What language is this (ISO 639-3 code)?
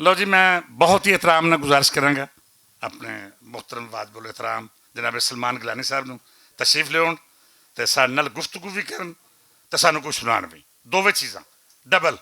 lah